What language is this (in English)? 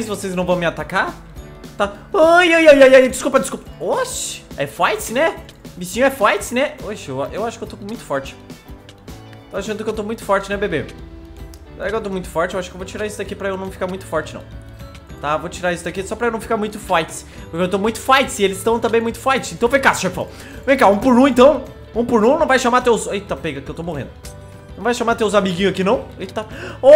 Portuguese